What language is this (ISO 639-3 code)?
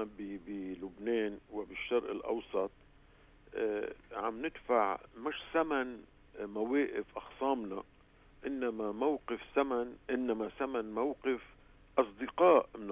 apc